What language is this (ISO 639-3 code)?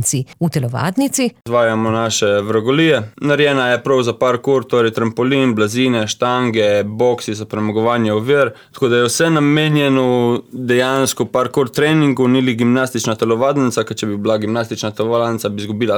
slv